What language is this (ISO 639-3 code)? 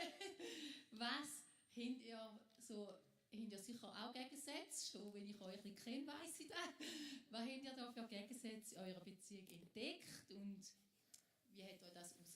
gsw